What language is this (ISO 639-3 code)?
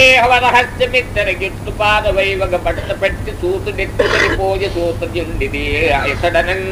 tel